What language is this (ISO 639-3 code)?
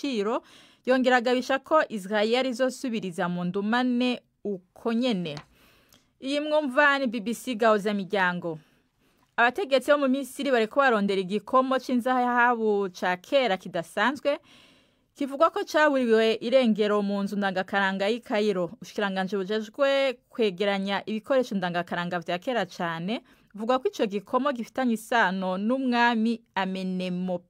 run